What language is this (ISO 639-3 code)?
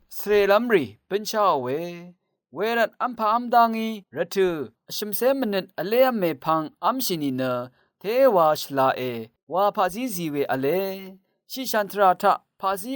raw